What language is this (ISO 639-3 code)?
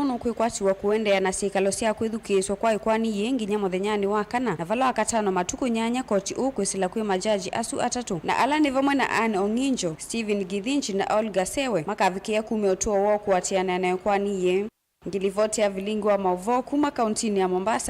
kam